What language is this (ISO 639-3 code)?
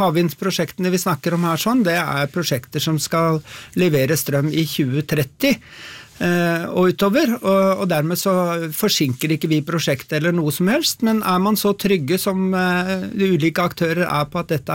nor